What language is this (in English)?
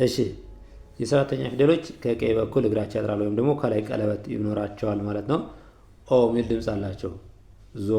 Amharic